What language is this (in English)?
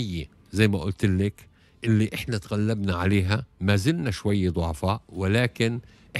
Tunisian Arabic